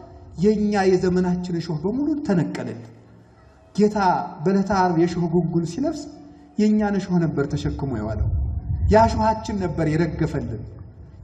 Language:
Amharic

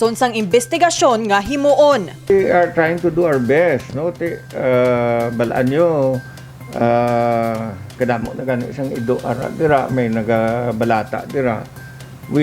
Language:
Hiligaynon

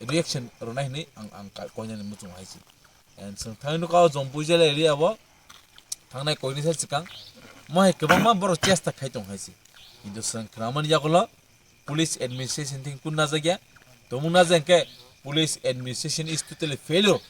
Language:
Kok Borok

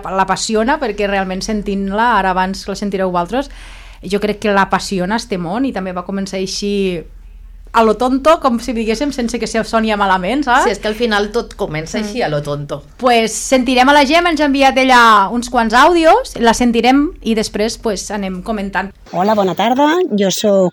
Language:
Catalan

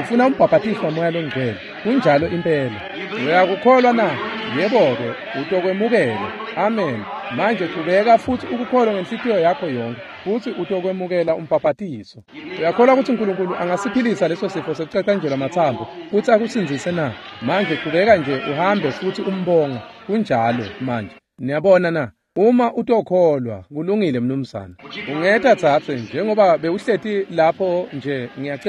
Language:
Swati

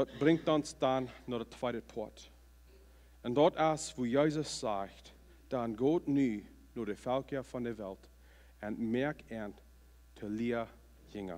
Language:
Plautdietsch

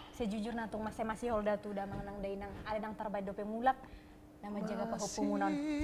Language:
Batak Toba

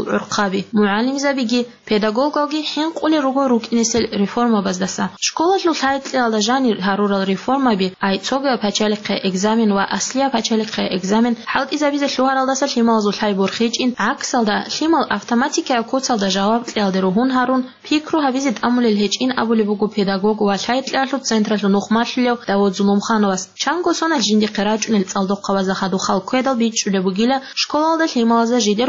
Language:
Avaric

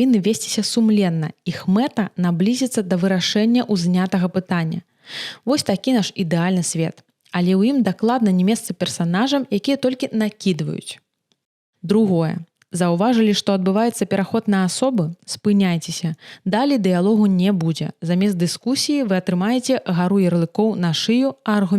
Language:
Belarusian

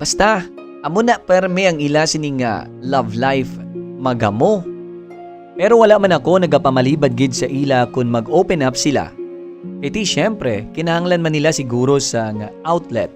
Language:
Hiligaynon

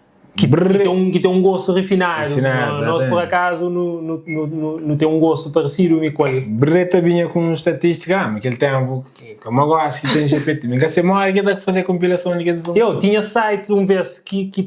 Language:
Kabuverdianu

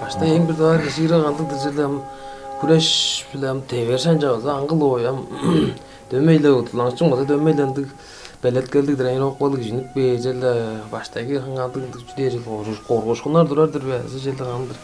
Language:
Tuvinian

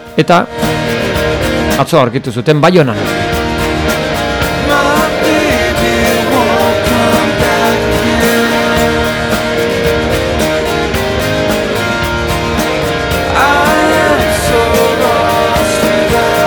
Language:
Basque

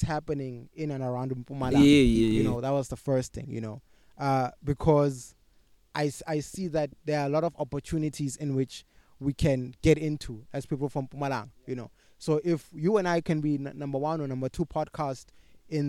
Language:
English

